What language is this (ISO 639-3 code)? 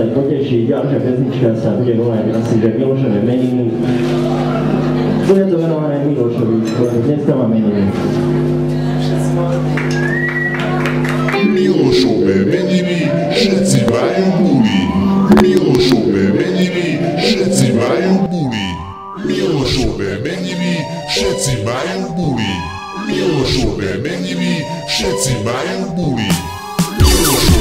slk